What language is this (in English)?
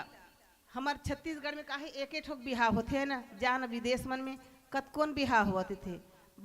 Chhattisgarhi